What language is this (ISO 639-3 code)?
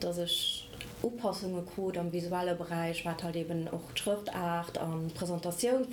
ltz